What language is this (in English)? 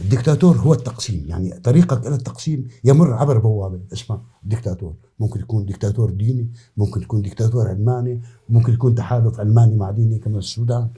North Levantine Arabic